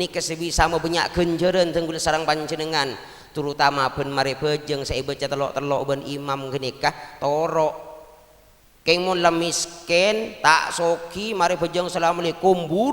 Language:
Madurese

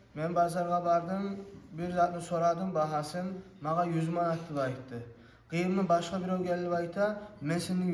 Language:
Kumyk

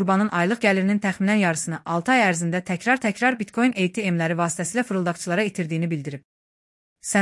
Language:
Azerbaijani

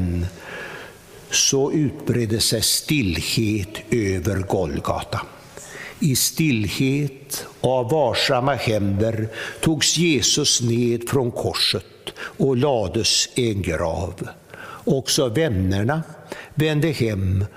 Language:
Swedish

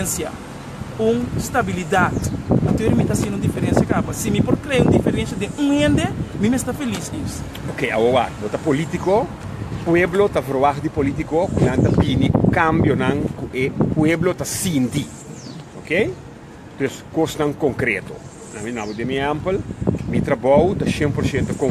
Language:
Papiamento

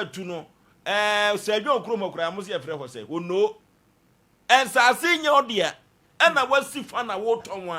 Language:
Akan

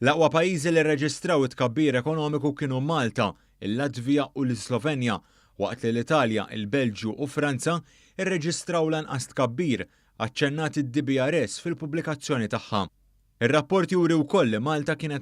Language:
Maltese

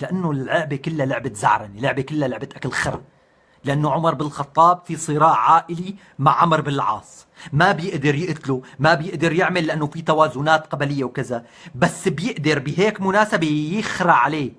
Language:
North Levantine Arabic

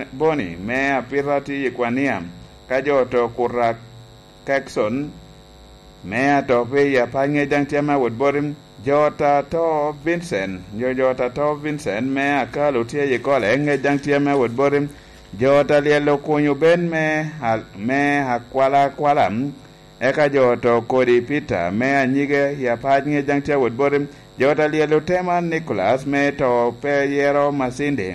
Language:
Lango (Uganda)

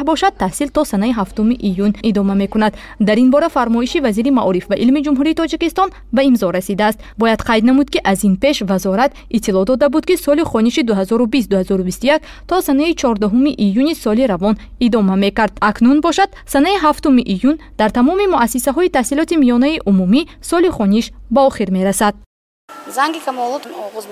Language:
Tajik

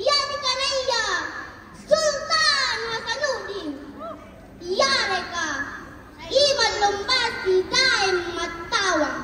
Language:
Makasar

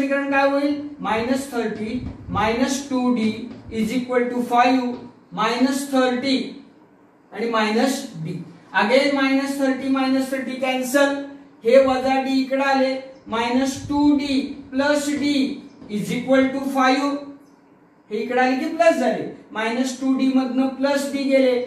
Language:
Marathi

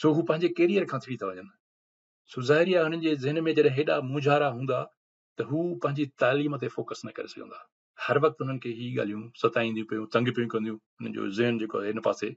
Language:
Sindhi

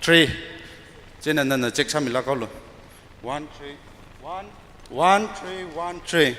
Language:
Tangkhul Naga (India)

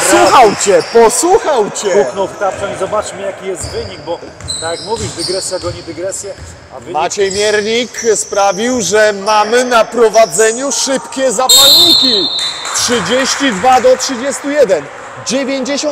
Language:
Polish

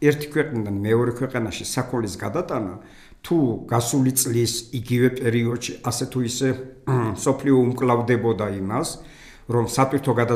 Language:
Georgian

